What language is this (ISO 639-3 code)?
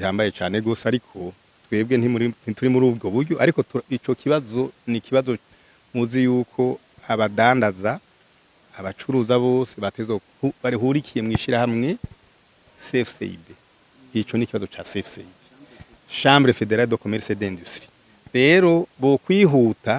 run